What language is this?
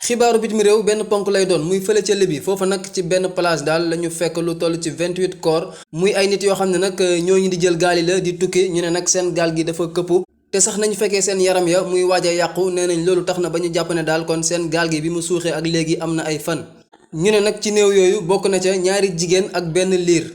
Wolof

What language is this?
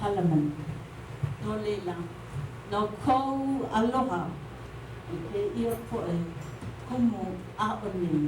Hawaiian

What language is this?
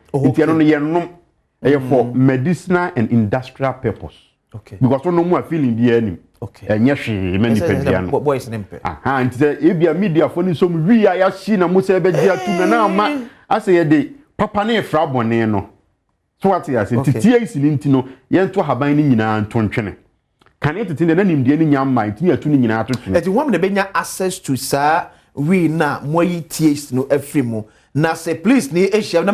Akan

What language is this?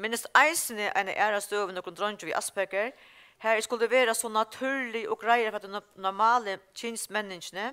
Faroese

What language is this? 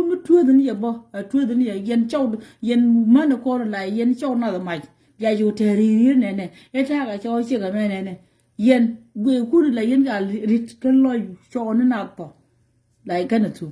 Nuer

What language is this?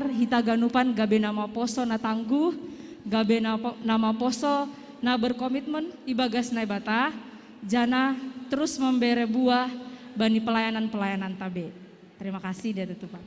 Batak Simalungun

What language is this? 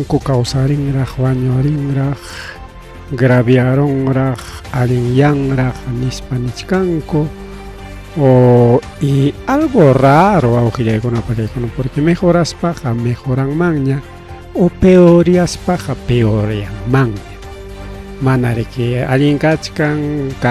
Ayacucho Quechua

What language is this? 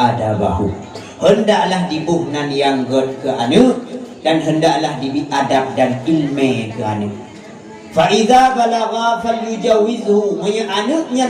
Achinese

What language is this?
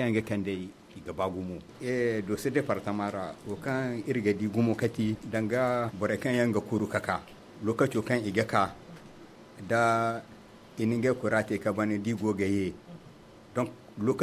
Zarma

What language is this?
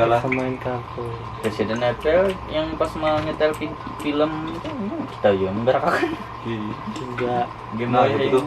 Banjar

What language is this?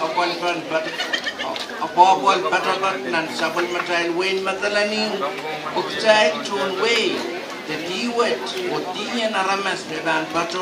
Pohnpeian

